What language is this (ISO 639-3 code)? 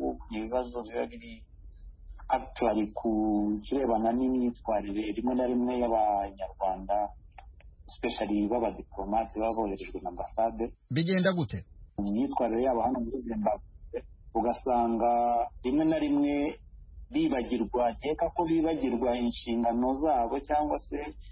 kin